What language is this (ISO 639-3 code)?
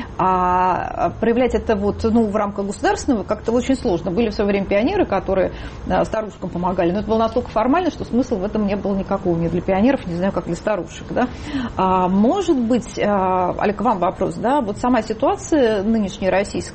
rus